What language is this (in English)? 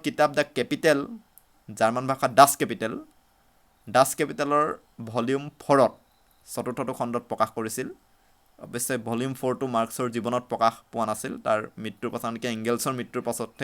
Assamese